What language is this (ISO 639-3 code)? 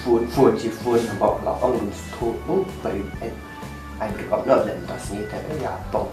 kha